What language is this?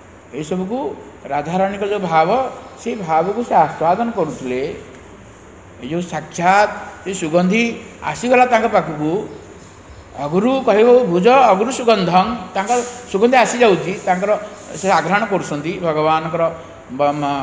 Odia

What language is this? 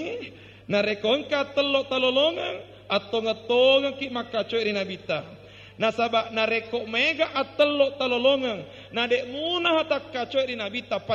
Buginese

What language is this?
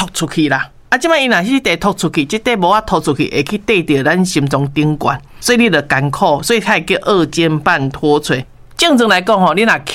Min Nan Chinese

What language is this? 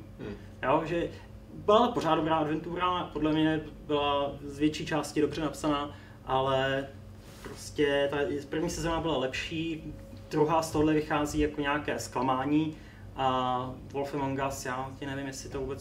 Czech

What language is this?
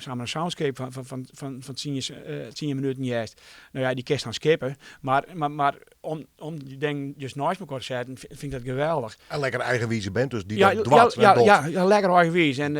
Western Frisian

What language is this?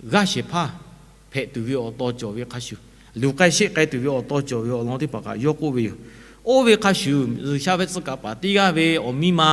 Lahu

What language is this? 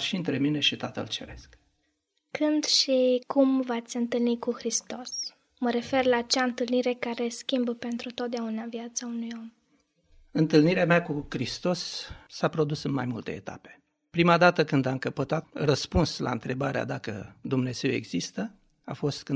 Romanian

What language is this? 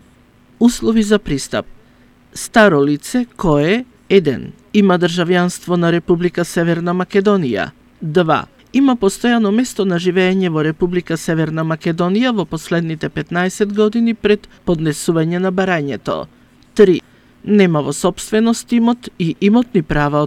Macedonian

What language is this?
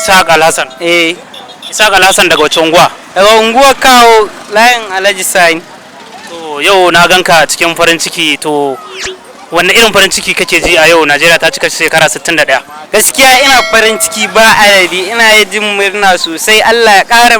Hausa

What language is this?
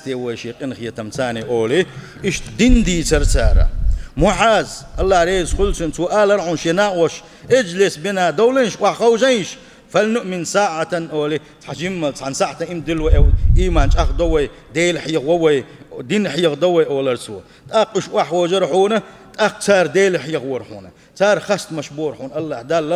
Chechen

